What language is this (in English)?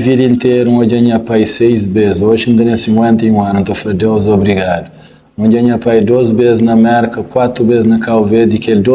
Kabuverdianu